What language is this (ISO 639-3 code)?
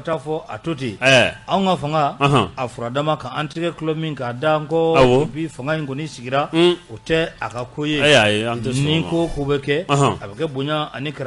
bam